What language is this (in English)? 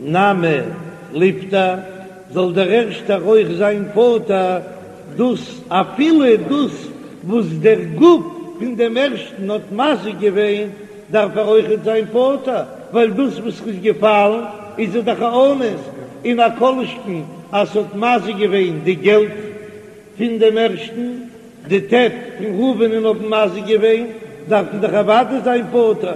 Yiddish